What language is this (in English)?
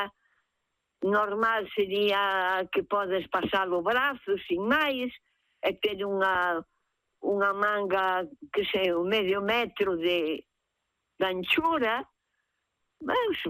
Galician